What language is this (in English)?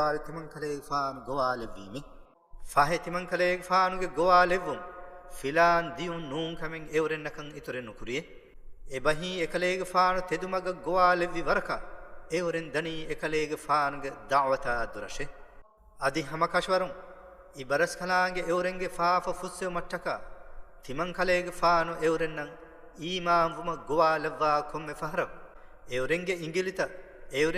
Divehi